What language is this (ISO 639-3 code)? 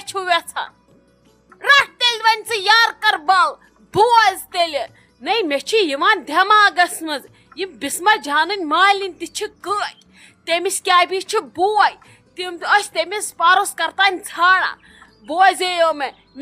kas